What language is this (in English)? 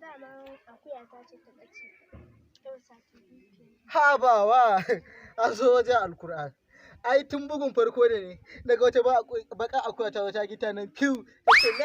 Hausa